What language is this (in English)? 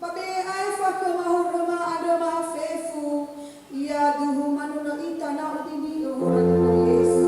Nias